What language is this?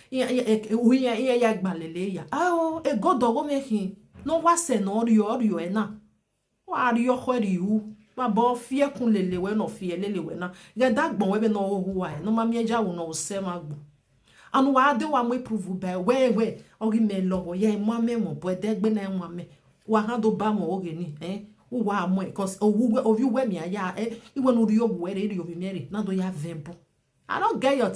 Nigerian Pidgin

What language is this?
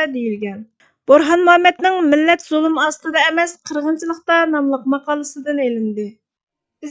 Uyghur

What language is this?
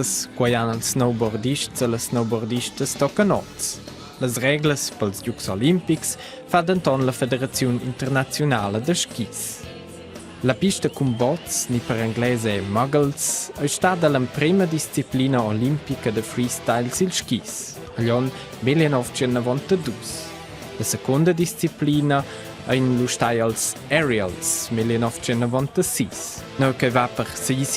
Romansh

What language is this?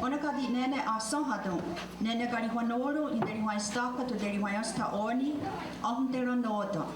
Mohawk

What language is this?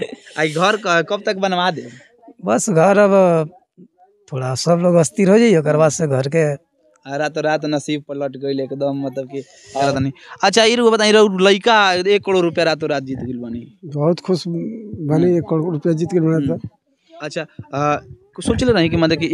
Bhojpuri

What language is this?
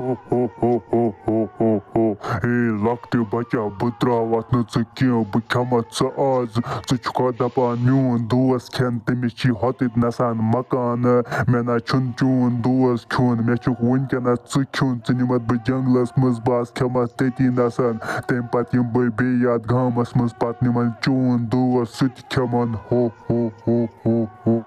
Kashmiri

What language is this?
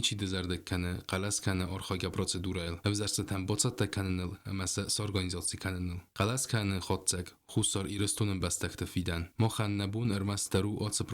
Ossetic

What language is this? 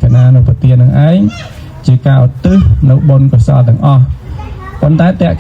Khmer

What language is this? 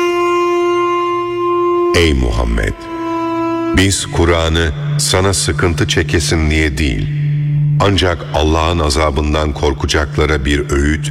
Turkish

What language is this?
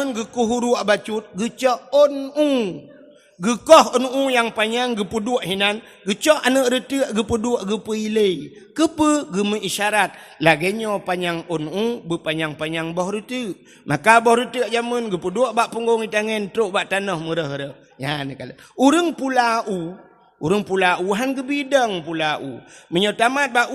Achinese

